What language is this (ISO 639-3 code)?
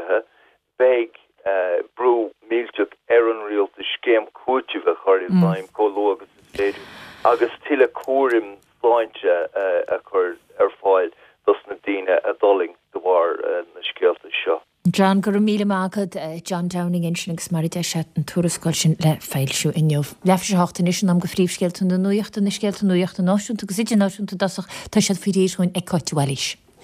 gle